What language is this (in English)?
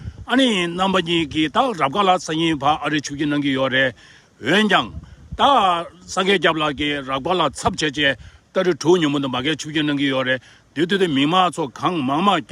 Tibetan